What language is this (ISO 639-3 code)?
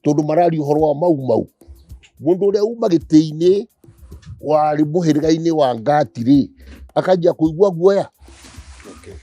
kik